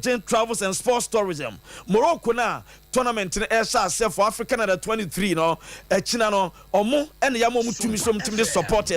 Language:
Akan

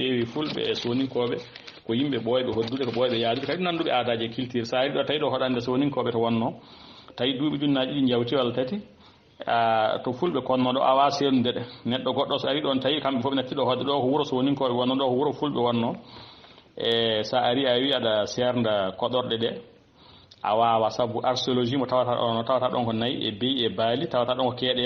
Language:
Fula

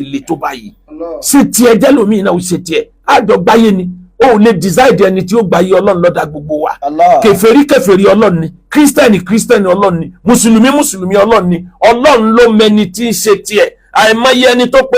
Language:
Yoruba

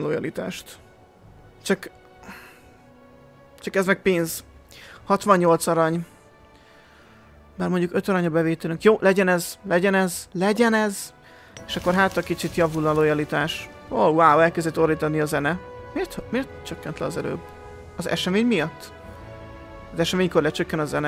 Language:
Hungarian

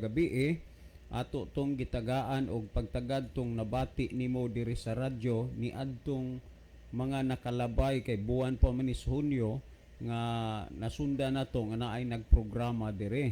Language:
Cebuano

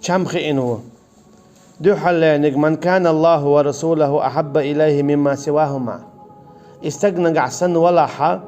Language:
Chechen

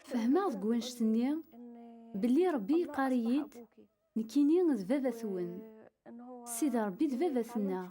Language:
Kabyle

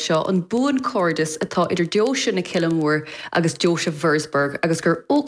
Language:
Irish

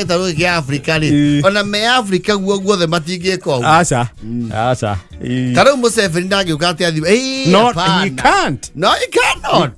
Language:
Kikuyu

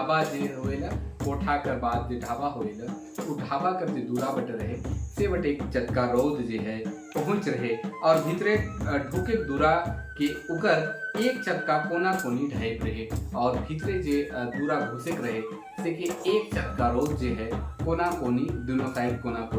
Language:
Sadri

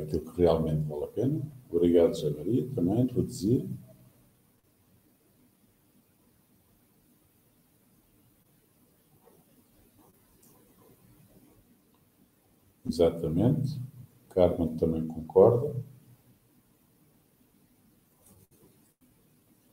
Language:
Portuguese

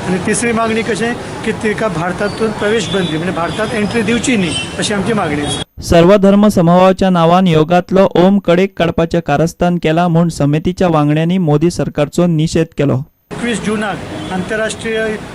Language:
Konkani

